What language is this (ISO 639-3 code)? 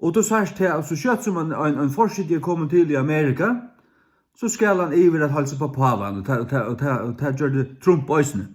fao